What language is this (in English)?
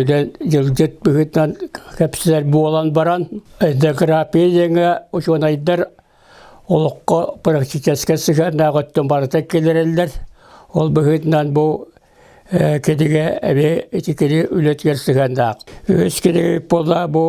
Yakut